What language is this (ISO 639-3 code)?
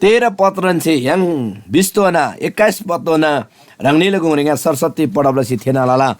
taj